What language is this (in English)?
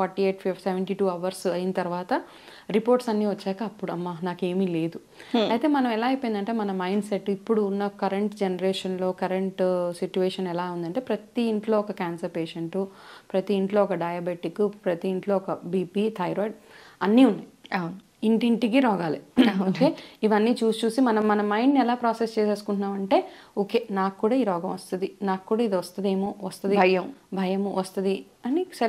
Telugu